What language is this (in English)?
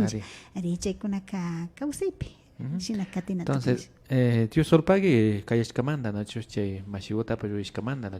Imbabura Highland Quichua